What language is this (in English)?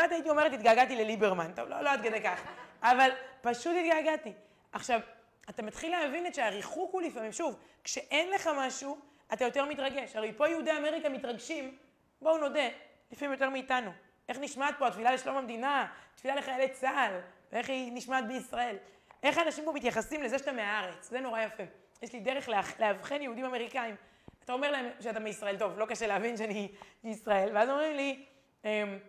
Hebrew